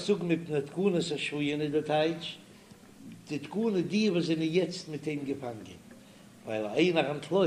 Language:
Yiddish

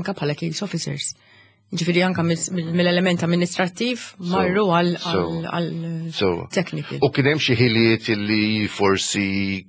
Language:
Maltese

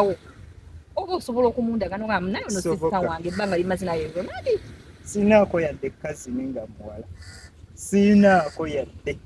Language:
Ganda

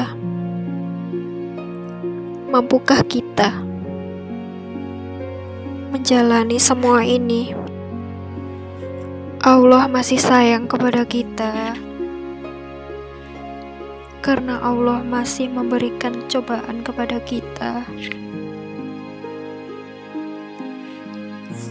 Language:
Indonesian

